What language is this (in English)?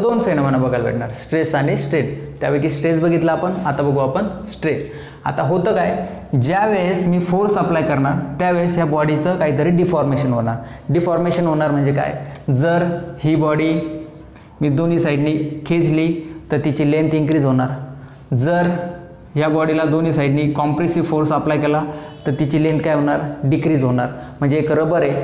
Marathi